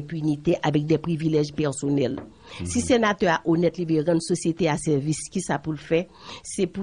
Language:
Haitian Creole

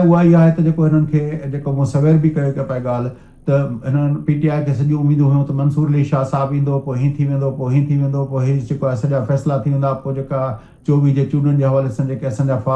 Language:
Sindhi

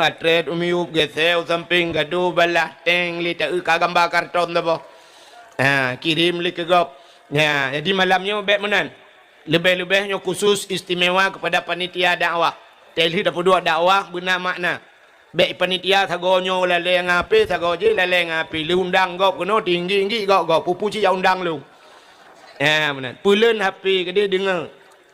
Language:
Achinese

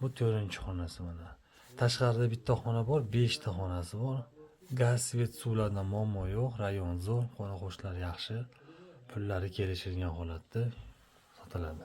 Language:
Uzbek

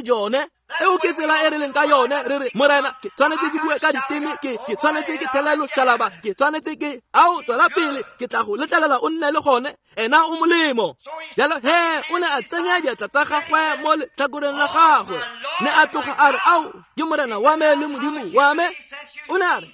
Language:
Tswana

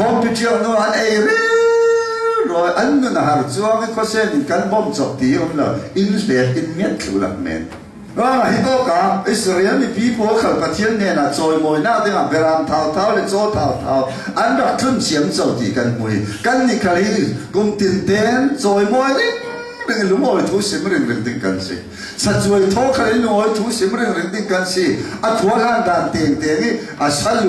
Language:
Falam Chin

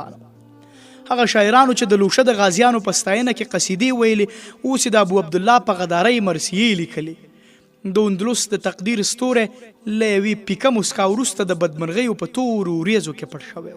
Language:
Pashto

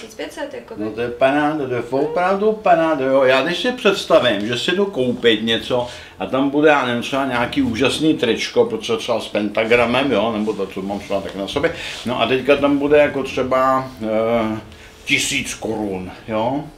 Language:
Czech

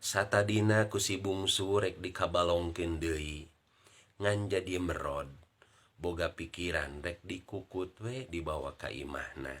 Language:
Sundanese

